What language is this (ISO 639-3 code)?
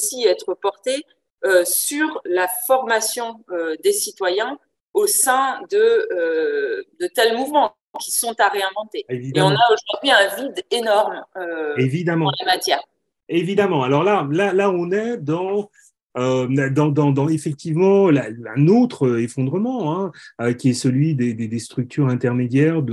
fra